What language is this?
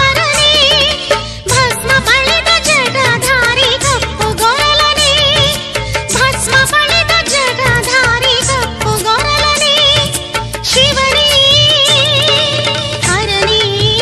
Kannada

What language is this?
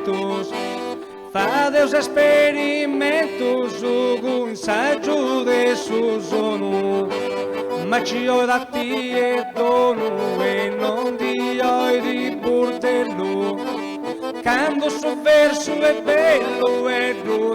Sardinian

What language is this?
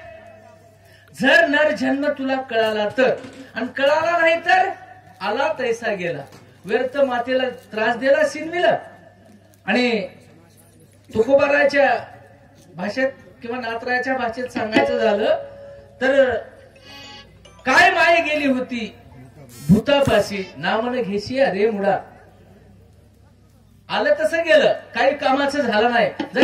Marathi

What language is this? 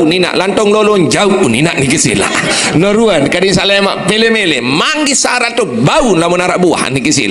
Sasak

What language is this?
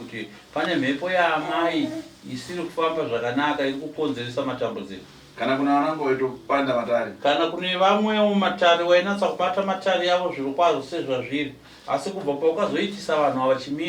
Shona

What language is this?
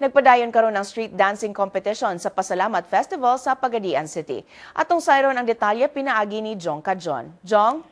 Cebuano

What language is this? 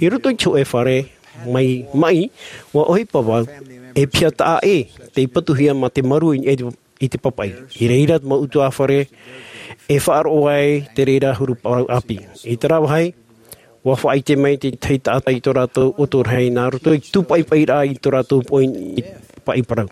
Tahitian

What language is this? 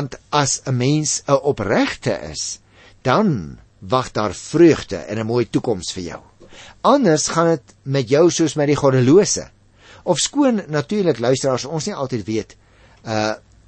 Afrikaans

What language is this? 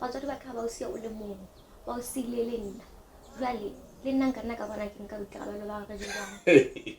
Southern Sotho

